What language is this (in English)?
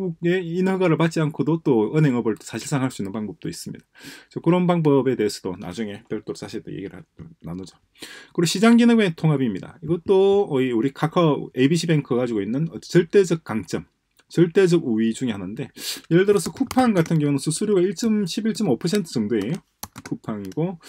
Korean